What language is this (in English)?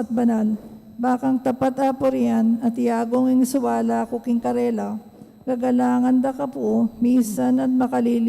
Pampanga